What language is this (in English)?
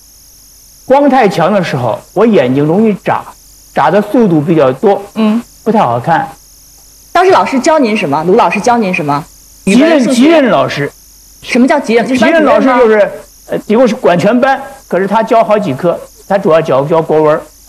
Chinese